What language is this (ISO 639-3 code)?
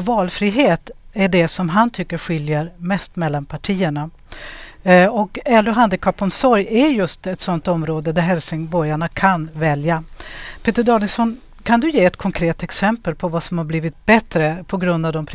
swe